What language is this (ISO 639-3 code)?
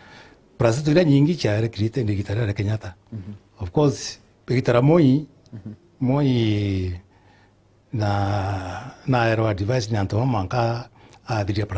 mer